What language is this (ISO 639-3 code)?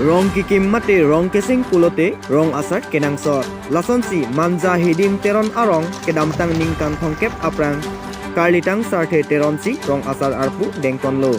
mjw